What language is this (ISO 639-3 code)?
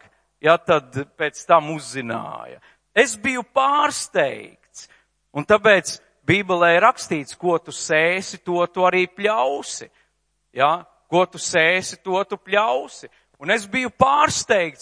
lav